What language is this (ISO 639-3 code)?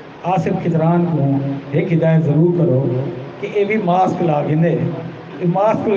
skr